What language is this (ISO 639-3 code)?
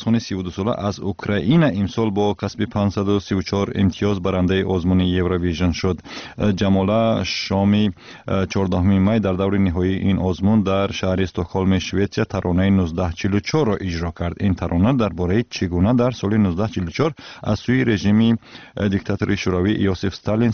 tgk